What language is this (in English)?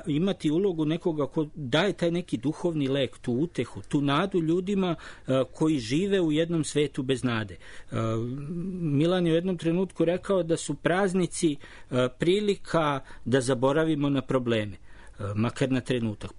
Serbian